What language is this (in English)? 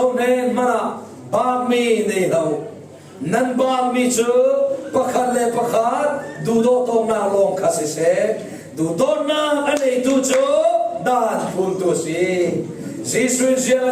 Falam Chin